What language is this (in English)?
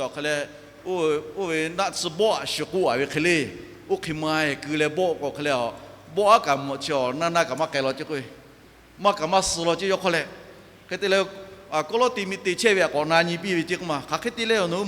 Lahu